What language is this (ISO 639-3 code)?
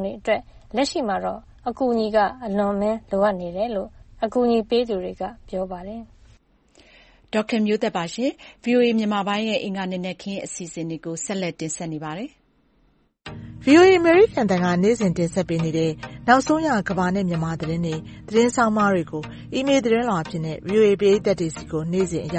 mya